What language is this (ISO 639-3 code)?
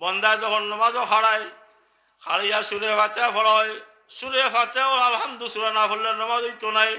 syl